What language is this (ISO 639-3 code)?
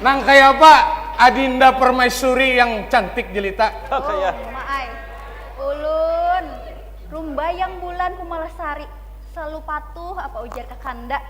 bjn